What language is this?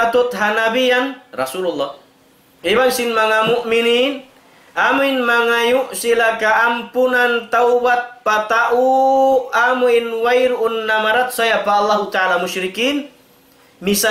Tausug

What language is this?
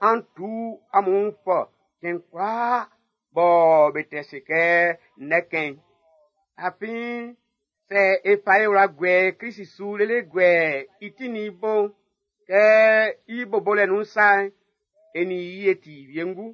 Baoulé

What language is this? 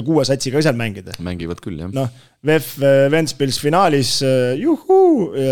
Estonian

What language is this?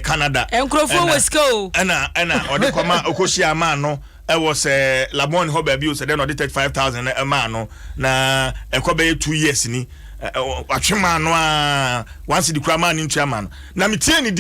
Akan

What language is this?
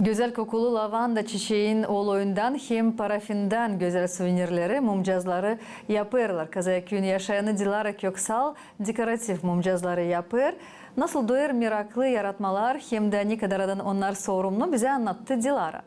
Gagauz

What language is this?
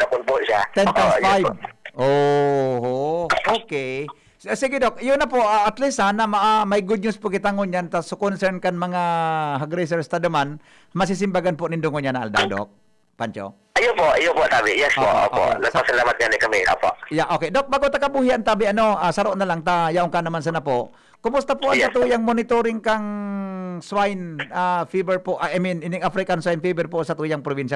Bikol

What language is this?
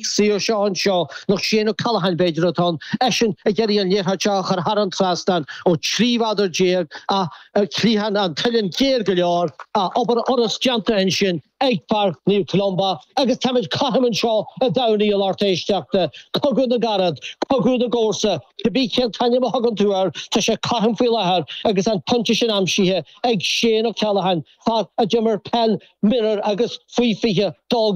Irish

